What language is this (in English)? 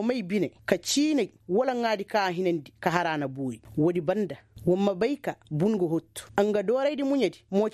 Koyraboro Senni